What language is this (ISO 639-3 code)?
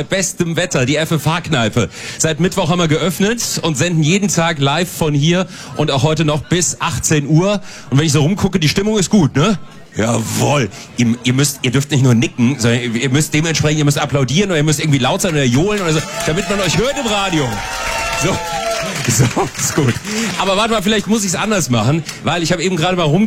deu